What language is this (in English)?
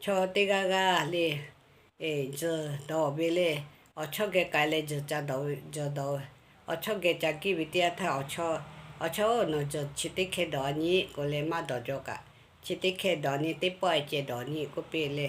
Lahu